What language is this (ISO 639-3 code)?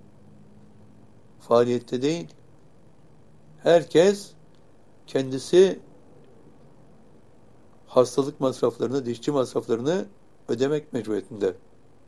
tur